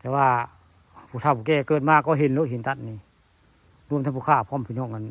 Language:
Northeastern Thai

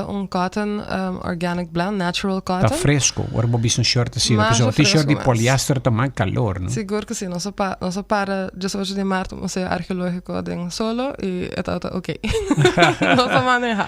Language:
Papiamento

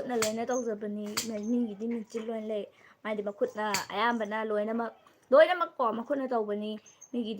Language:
Manipuri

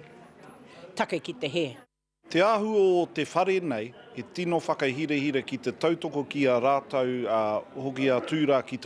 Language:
Māori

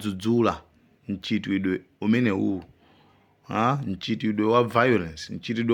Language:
Nyanja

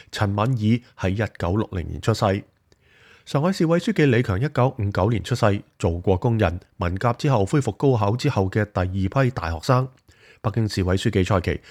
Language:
Cantonese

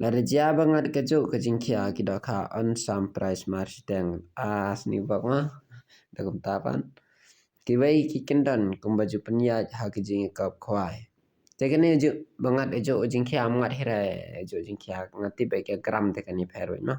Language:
Khasi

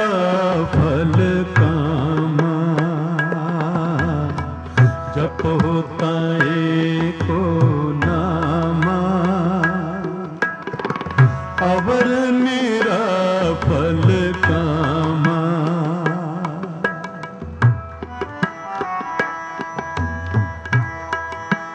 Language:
Hindi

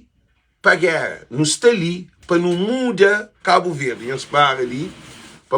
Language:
Kabuverdianu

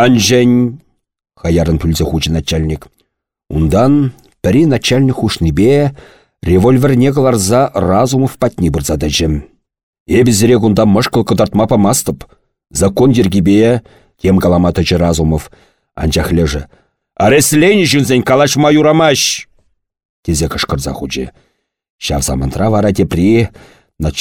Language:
Chuvash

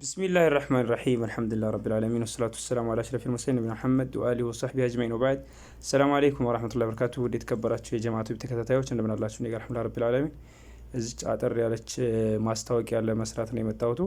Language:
Amharic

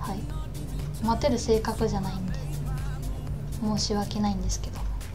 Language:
Japanese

